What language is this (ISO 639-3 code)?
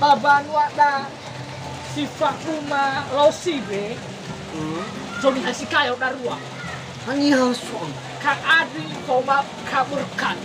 nia